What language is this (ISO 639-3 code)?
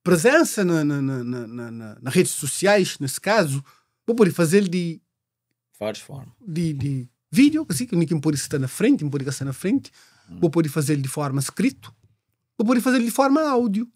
kea